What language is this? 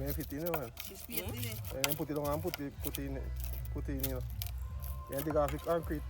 Jamaican Creole English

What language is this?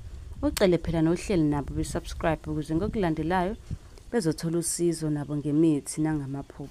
Zulu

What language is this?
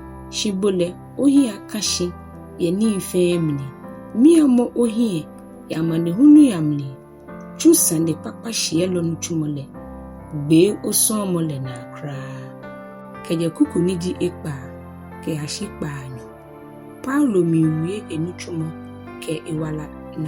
Ga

